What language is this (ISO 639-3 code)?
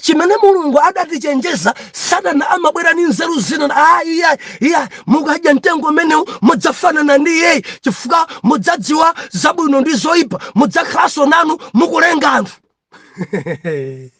nya